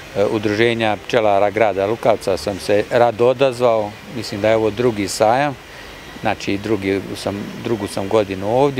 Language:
Bosnian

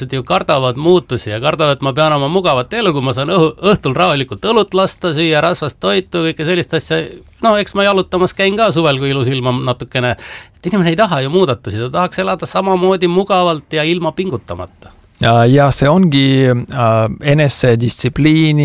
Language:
Estonian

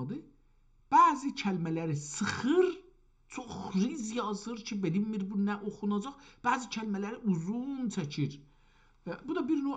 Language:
South Azerbaijani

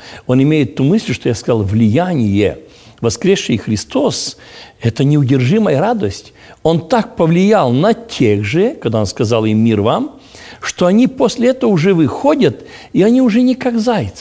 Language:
Russian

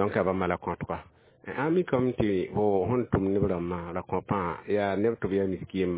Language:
Mossi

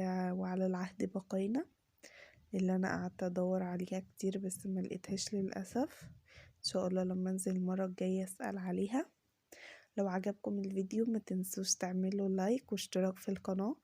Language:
Egyptian Arabic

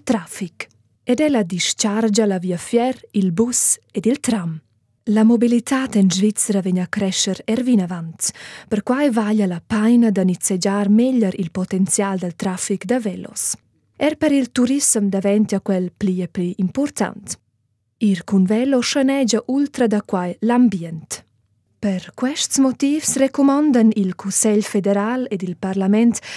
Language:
Romansh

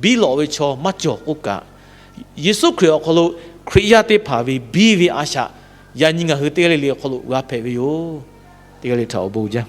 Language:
Lahu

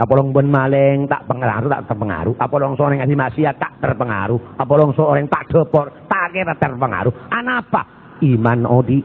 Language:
Madurese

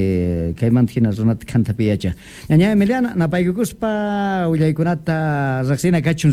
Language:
South Bolivian Quechua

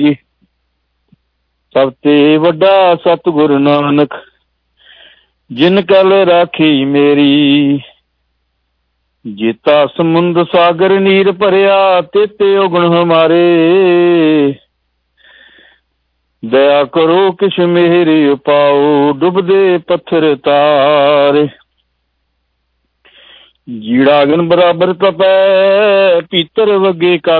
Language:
Punjabi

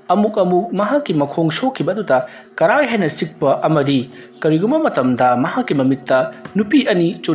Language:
Manipuri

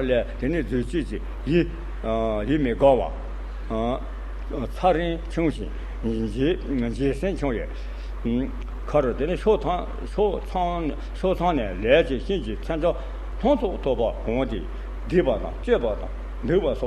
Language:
Tibetan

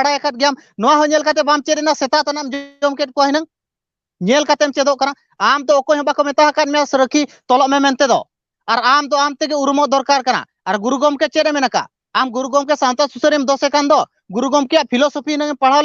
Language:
Santali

